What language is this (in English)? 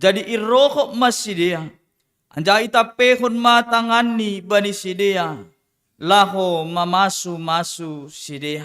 Batak Simalungun